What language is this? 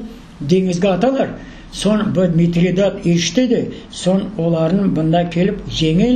Crimean Tatar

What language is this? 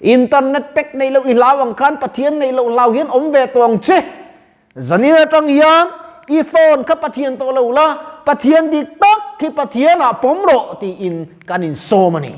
Mizo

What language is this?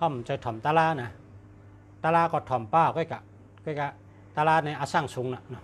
Shan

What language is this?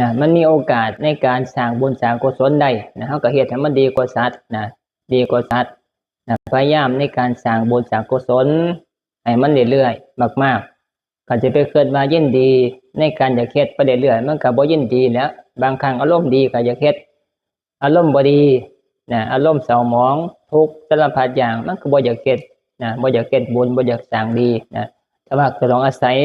Northeastern Thai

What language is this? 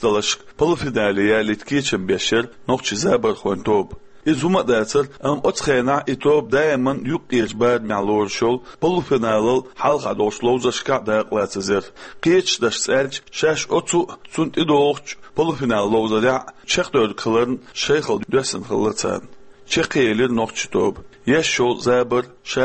Chechen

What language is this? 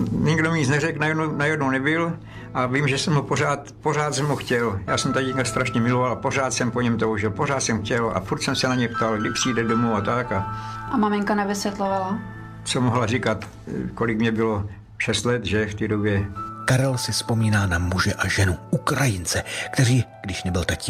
Czech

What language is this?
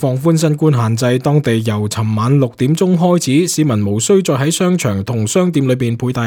Cantonese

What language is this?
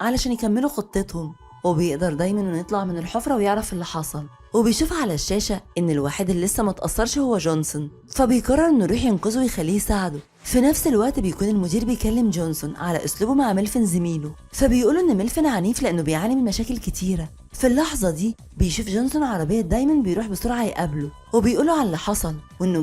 Egyptian Arabic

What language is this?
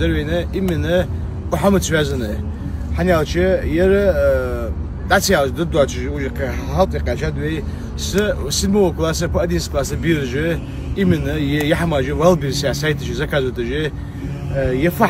Ingush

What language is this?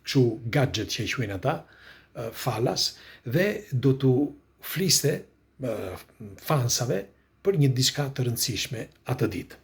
Albanian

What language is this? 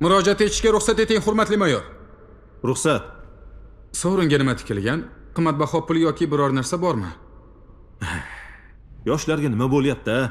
Uzbek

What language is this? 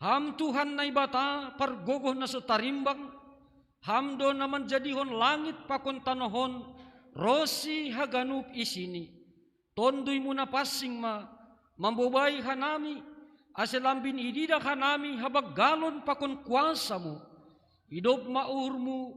Batak Simalungun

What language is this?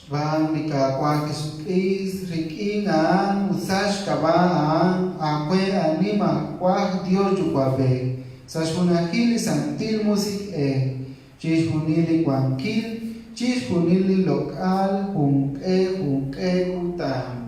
Kekchí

